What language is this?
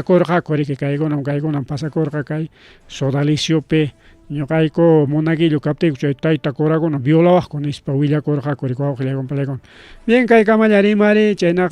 Ayacucho Quechua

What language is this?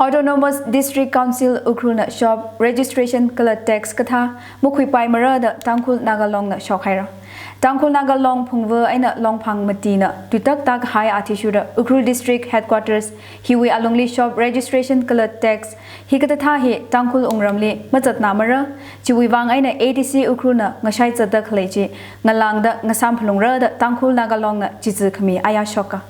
Tangkhul Naga (India)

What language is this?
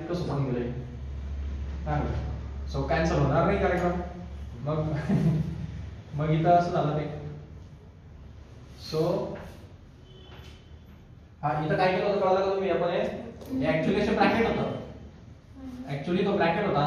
Marathi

